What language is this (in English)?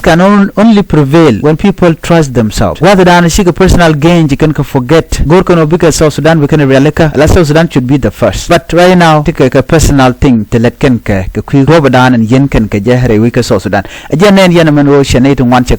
Nuer